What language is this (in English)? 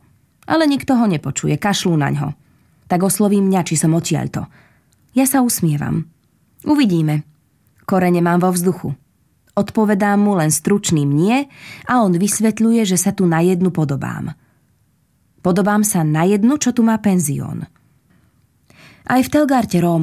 Slovak